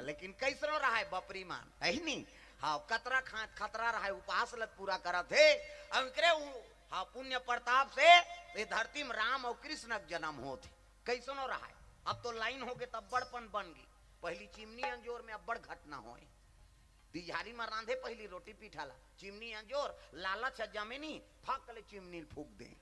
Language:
Chhattisgarhi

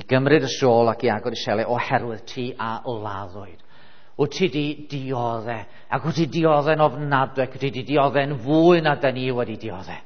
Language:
Welsh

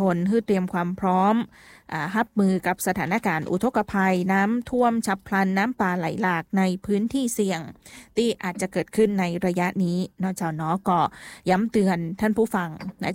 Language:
Thai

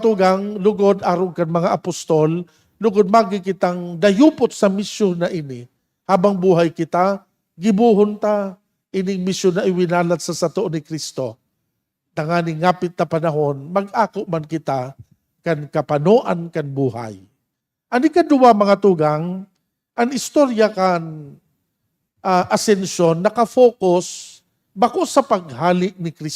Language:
Bikol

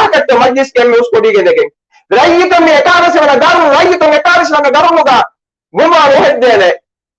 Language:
Divehi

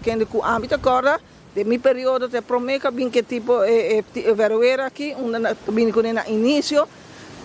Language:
Papiamento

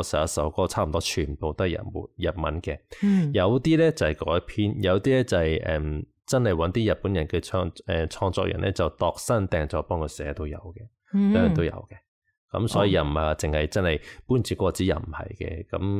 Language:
Cantonese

